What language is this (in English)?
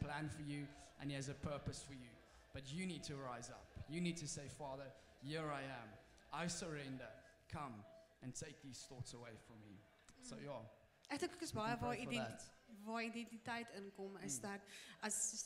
Afrikaans